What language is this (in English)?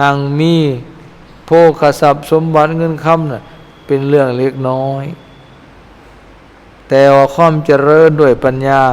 Lao